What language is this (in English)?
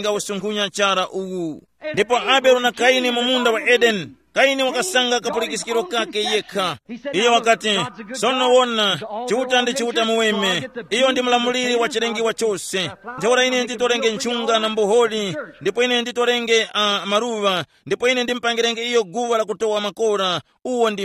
Tumbuka